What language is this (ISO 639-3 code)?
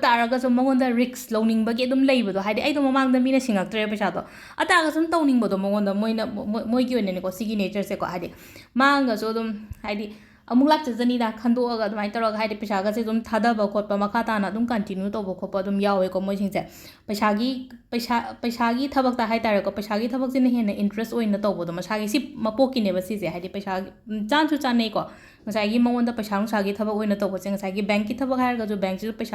mni